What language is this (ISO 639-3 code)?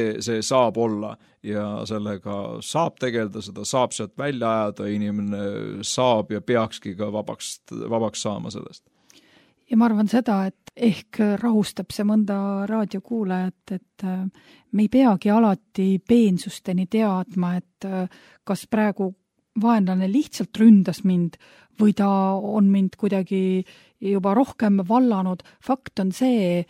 est